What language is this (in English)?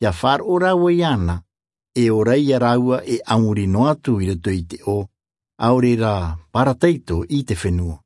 Tahitian